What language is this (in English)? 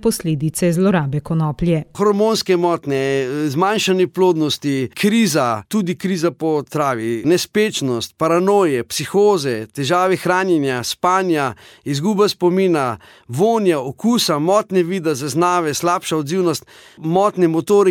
Slovenian